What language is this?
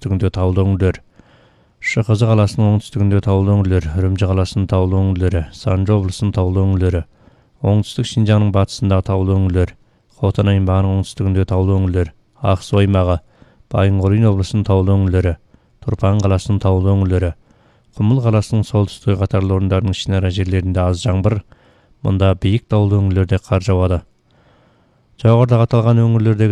Kazakh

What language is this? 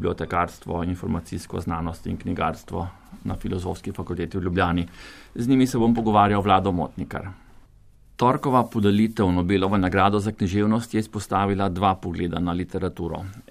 Slovenian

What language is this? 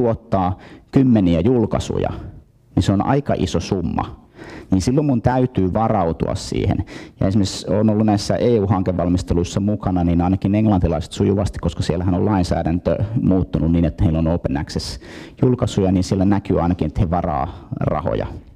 Finnish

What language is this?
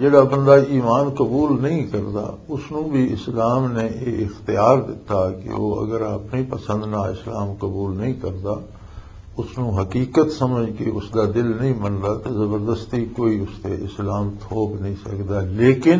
Western Panjabi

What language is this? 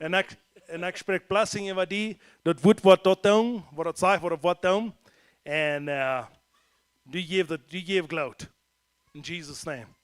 Plautdietsch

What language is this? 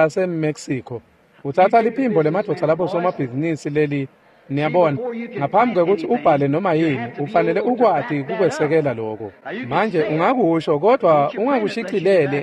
Swati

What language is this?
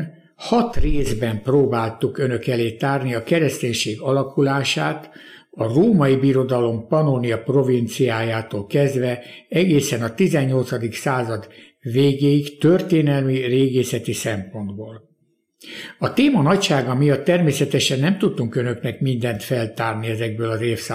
Hungarian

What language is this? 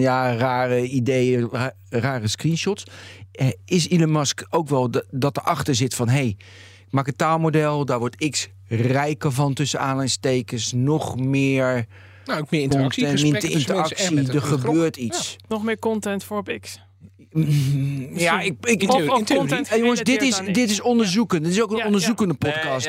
Dutch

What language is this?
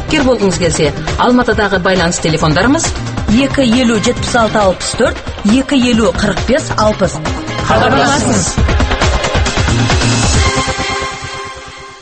Kazakh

